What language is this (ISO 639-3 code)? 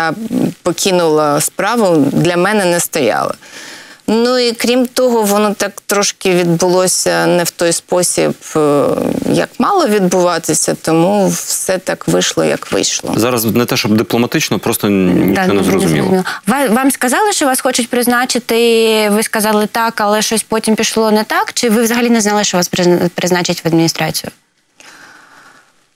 ukr